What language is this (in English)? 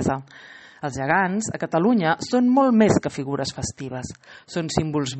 Catalan